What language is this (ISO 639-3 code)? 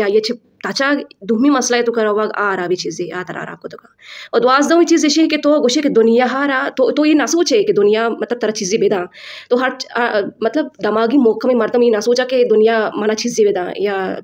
bal